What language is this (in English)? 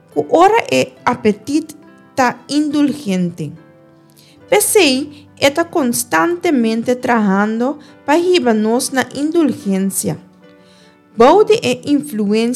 Papiamento